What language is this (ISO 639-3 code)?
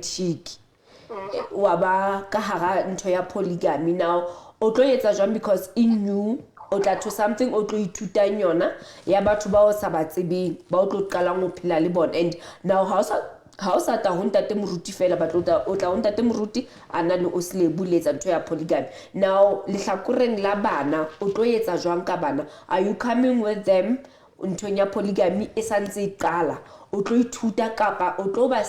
sot